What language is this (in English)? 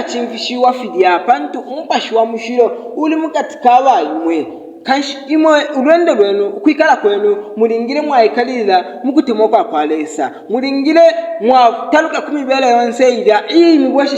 Bemba